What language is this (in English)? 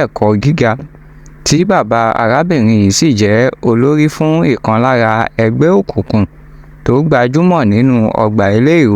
Yoruba